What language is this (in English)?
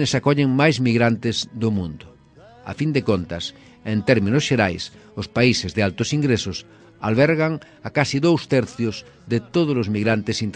Galician